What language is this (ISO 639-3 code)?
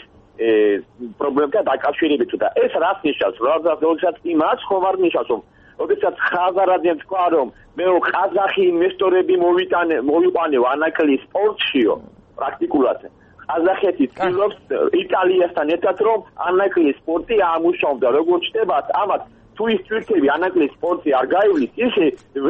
kat